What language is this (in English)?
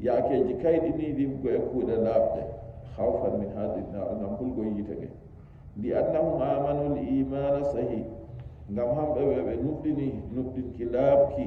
Nigerian Fulfulde